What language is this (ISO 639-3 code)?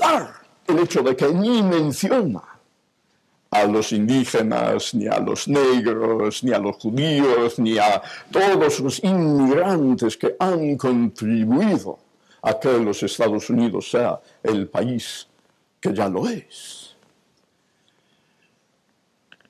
spa